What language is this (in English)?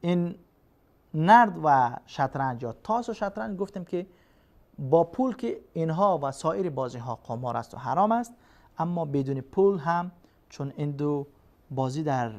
Persian